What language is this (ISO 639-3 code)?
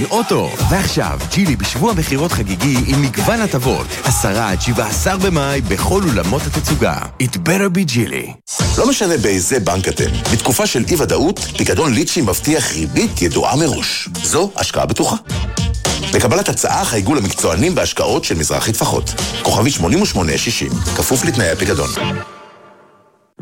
heb